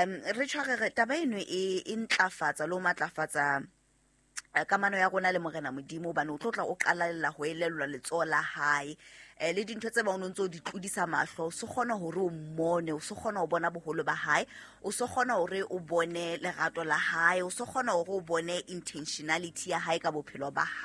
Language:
Southern Sotho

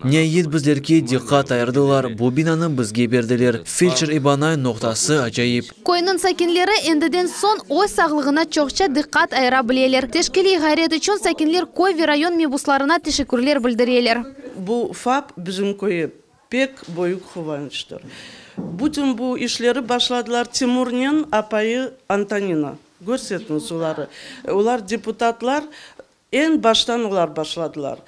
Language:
Crimean Tatar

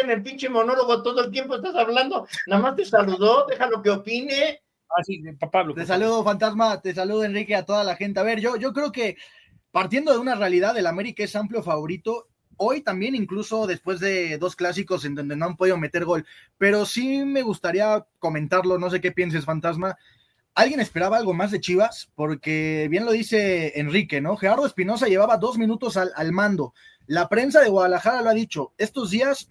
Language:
Spanish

